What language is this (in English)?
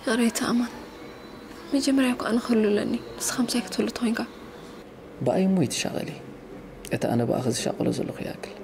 Tigrinya